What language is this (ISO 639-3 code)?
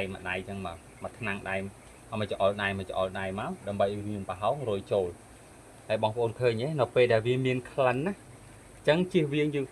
khm